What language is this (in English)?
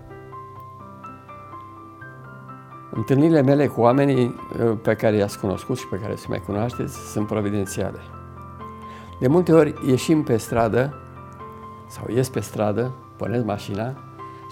Romanian